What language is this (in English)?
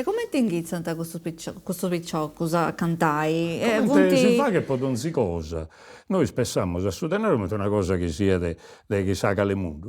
Sardinian